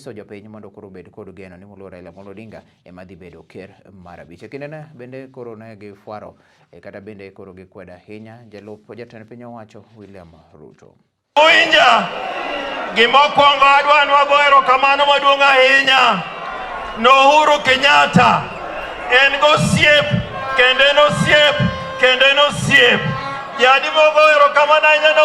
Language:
Luo (Kenya and Tanzania)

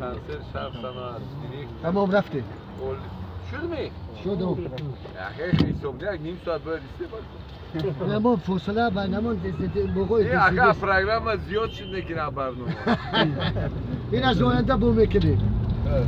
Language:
Tajik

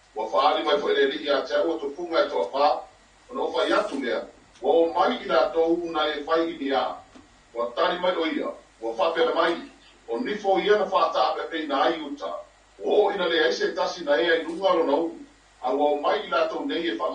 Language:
Samoan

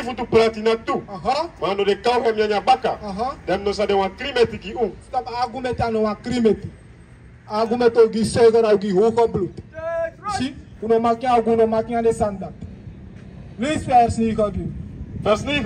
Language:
Sranan Tongo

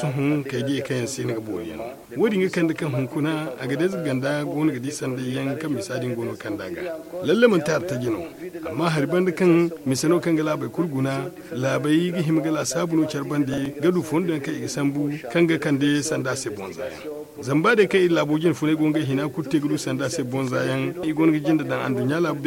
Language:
Zarma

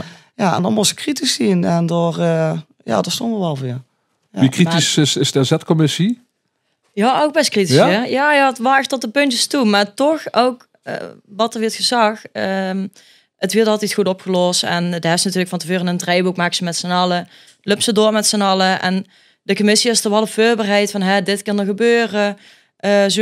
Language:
Limburgish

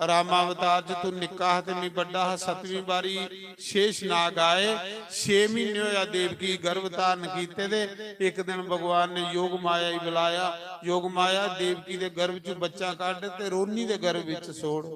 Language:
Dogri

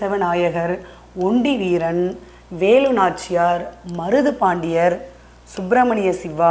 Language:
Tamil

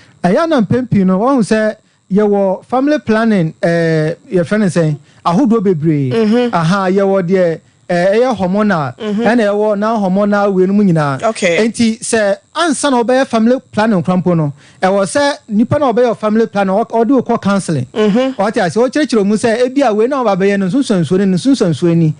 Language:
Akan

